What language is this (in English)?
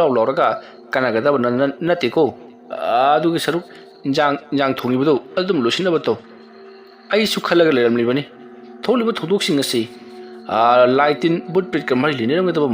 Manipuri